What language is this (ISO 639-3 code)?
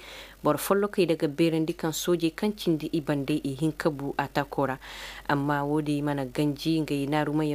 ses